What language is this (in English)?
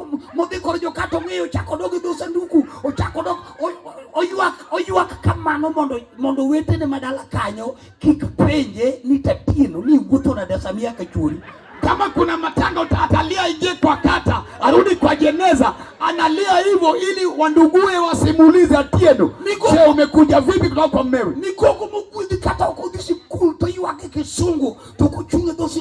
Luo (Kenya and Tanzania)